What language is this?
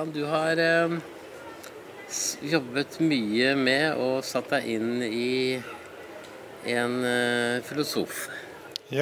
Norwegian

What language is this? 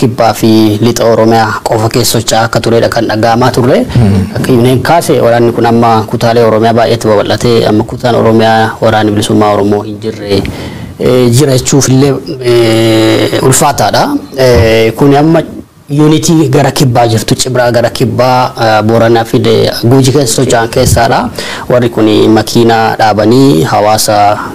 Oromo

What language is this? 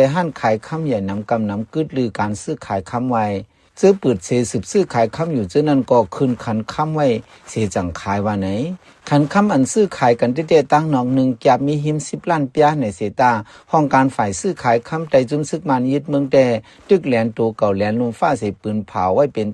Shan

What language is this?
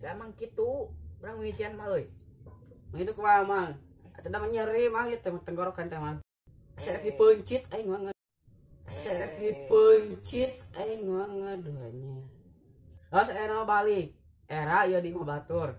Sundanese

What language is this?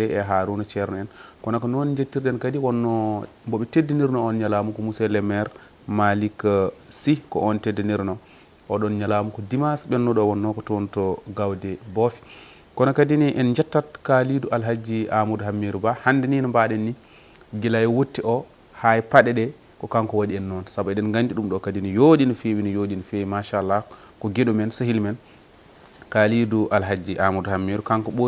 Fula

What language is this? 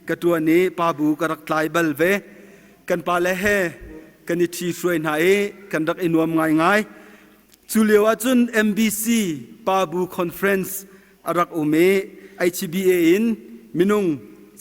Hakha Chin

